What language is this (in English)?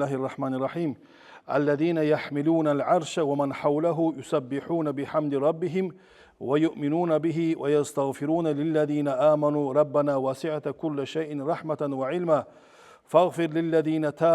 Kumyk